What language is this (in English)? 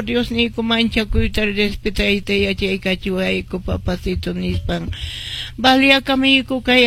Quechua